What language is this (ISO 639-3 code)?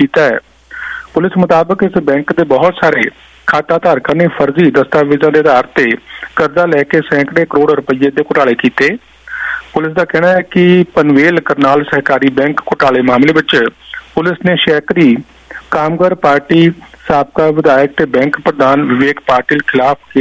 pan